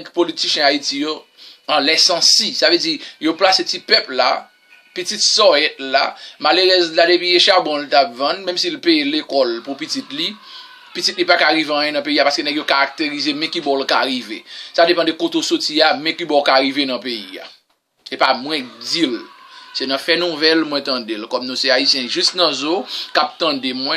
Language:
Haitian Creole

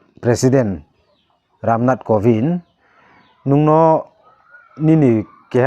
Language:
Riang (India)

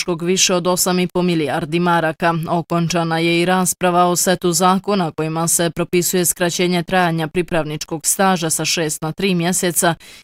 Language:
Bosnian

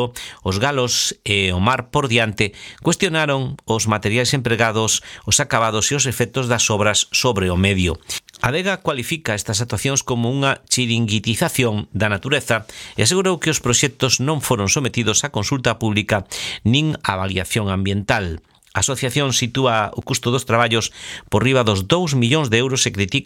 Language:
Galician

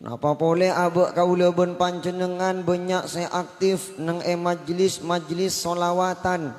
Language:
Madurese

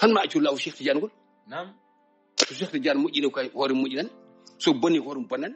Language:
Fula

